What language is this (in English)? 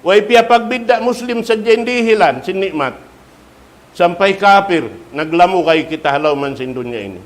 Tausug